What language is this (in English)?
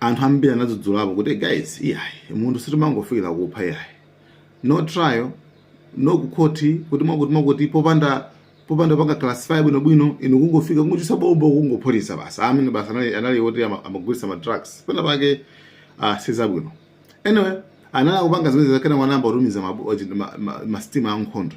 Nyanja